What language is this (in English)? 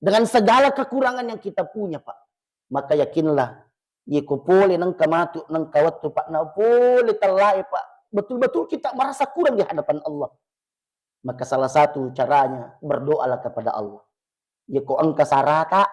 Buginese